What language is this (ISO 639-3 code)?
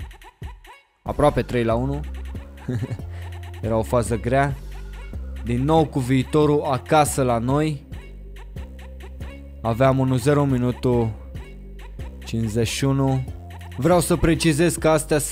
ron